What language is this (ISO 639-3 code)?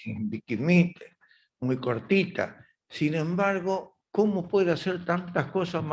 grn